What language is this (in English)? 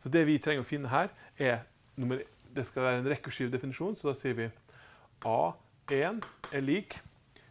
Norwegian